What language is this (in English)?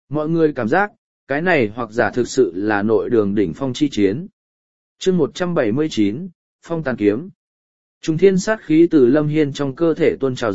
Vietnamese